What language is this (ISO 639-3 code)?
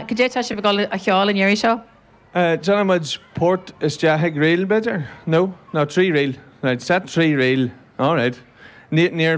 gle